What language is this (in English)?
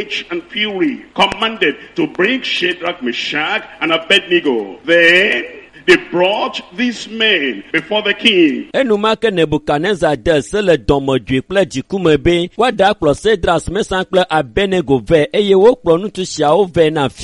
Ewe